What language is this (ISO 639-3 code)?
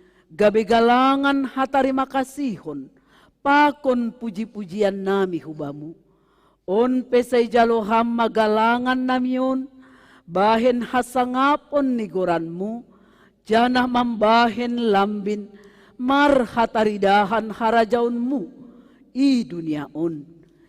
bts